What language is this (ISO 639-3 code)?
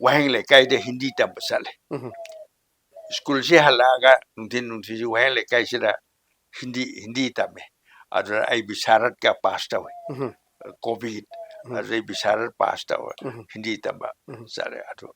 mni